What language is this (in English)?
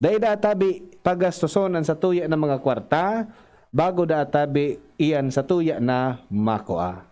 Bikol